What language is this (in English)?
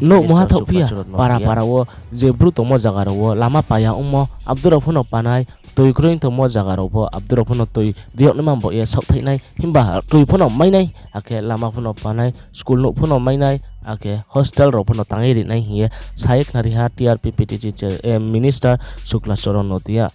Riang (India)